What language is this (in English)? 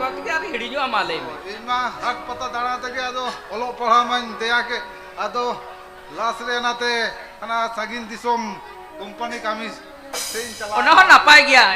Santali